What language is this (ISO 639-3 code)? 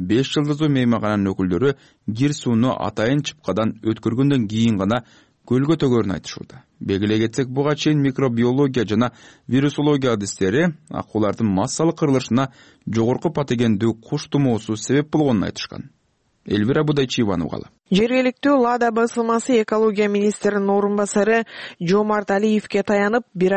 kir